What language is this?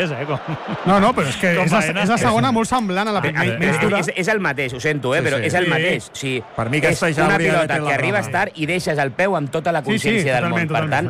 Catalan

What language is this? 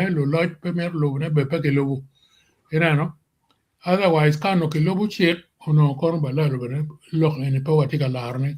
Acoli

